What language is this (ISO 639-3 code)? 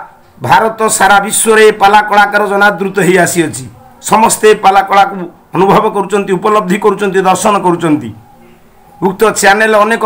ori